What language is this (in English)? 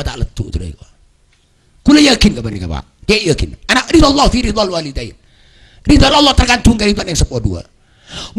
Madurese